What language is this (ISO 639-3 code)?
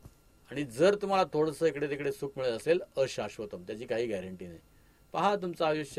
mar